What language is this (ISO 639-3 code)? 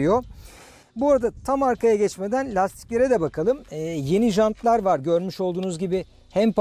tur